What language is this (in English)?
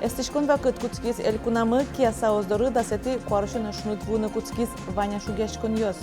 Udmurt